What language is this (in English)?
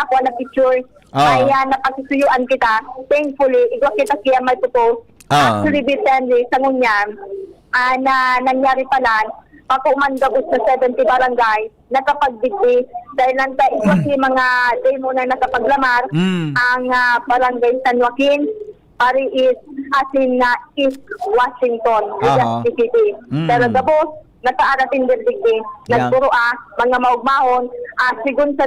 Bikol